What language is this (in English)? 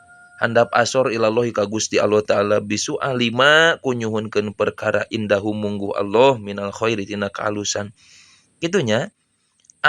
Sundanese